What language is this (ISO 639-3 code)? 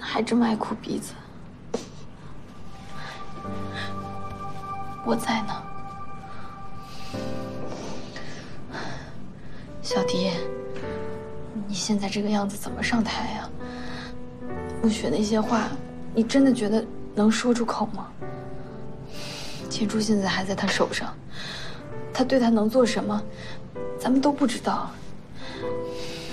zho